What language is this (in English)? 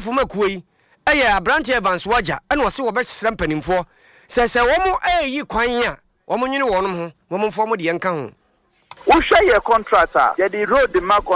Akan